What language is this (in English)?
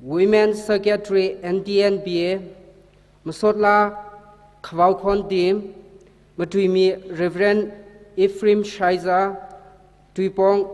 Tangkhul Naga (India)